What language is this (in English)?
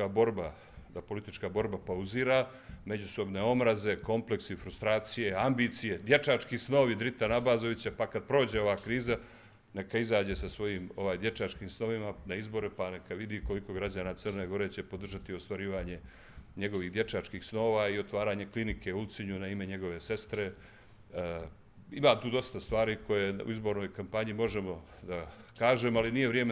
Serbian